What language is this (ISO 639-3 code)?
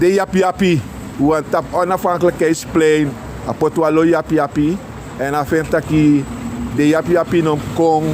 srn